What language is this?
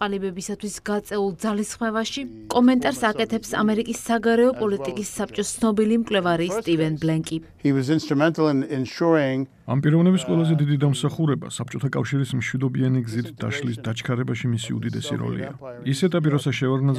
Georgian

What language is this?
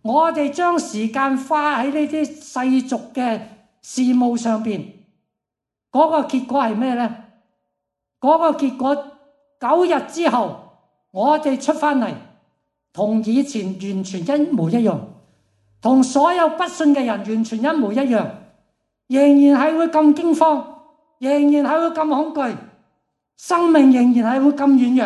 Cantonese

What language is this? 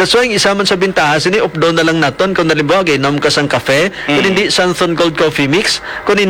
Hiligaynon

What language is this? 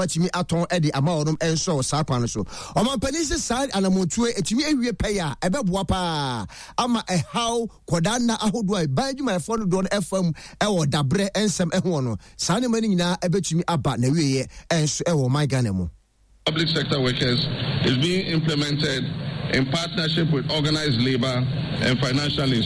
Akan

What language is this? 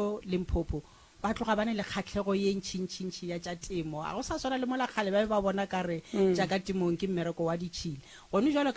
Northern Sotho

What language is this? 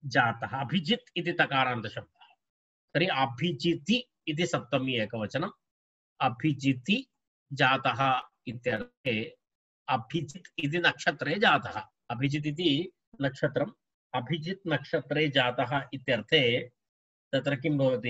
Sanskrit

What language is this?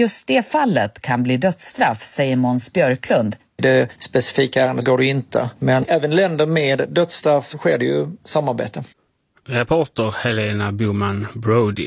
Swedish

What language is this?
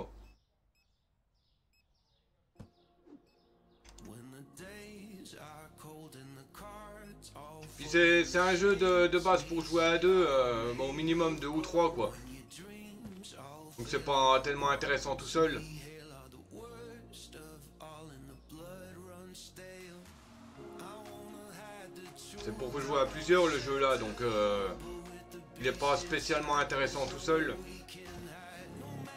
French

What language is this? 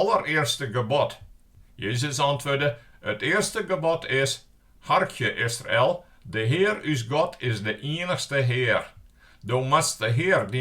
Western Frisian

